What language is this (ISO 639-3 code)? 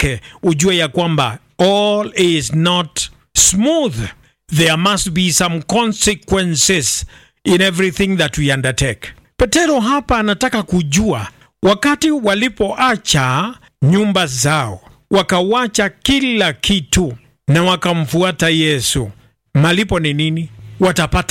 swa